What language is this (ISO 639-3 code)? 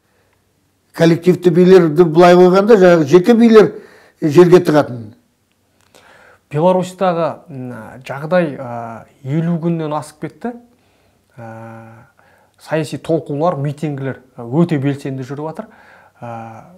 kaz